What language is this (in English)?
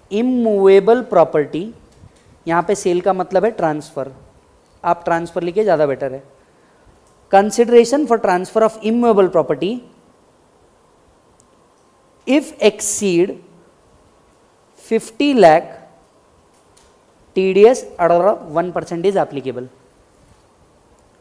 Hindi